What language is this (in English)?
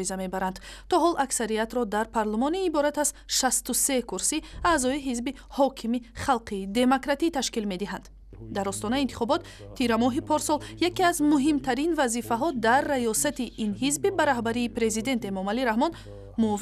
Tajik